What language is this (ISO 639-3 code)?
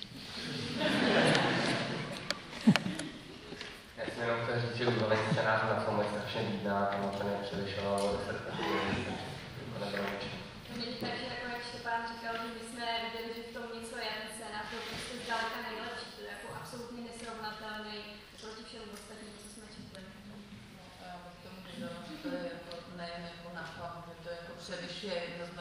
ces